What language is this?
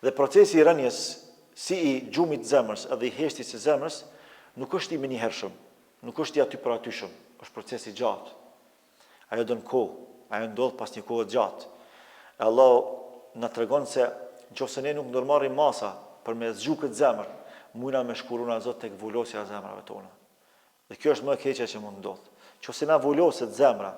Albanian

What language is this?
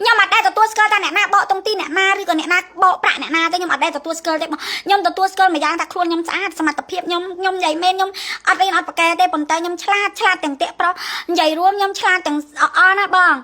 Khmer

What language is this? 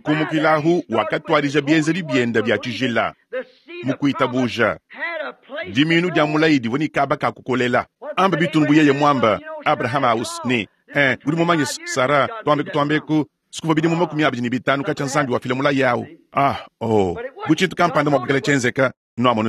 Luba-Lulua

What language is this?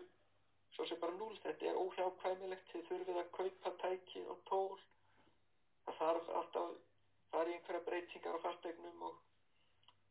Icelandic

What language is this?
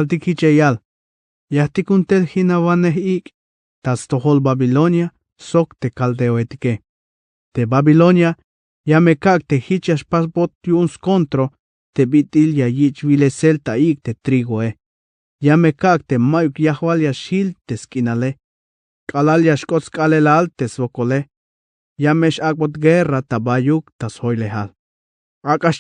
Tzeltal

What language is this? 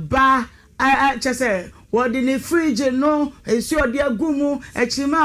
Akan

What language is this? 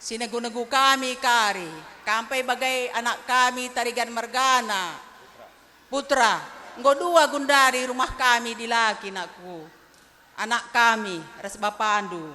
Batak Karo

